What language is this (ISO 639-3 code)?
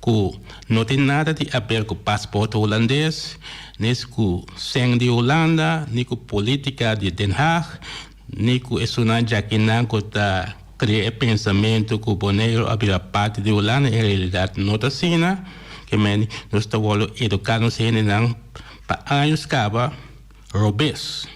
pap